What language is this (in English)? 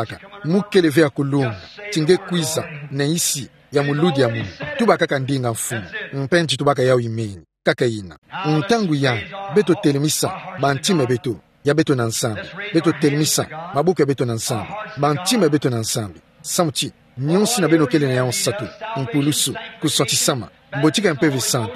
Kituba (Democratic Republic of Congo)